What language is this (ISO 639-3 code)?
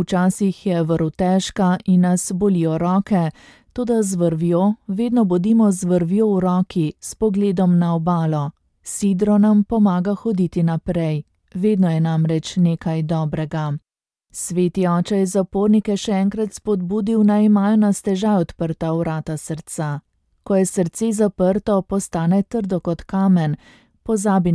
slv